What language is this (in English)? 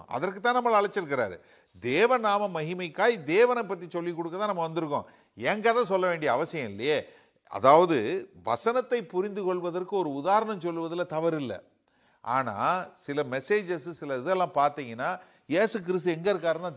Tamil